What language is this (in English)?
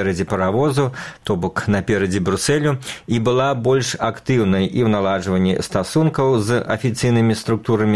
Belarusian